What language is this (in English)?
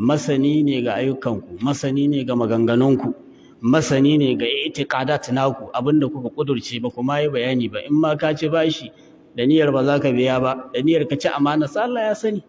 Hausa